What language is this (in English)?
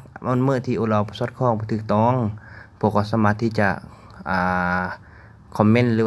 Lao